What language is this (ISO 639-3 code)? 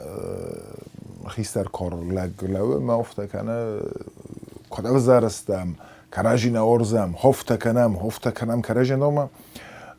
oss